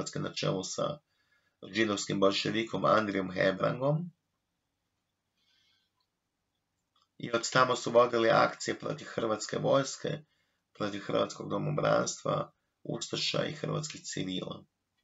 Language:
Croatian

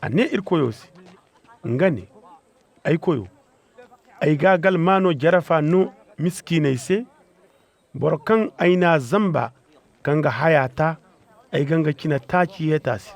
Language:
Zarma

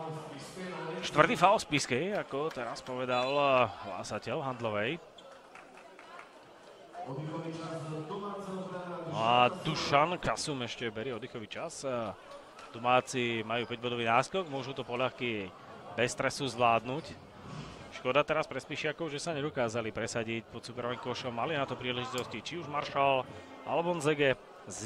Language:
Slovak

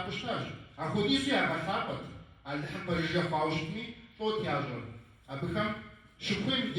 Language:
Kabardian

